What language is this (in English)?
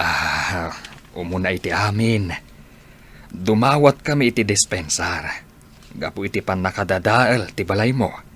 Iloko